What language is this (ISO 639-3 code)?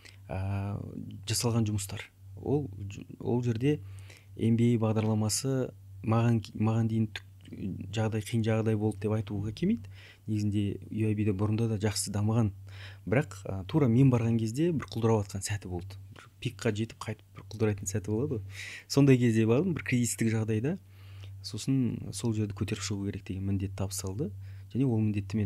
kaz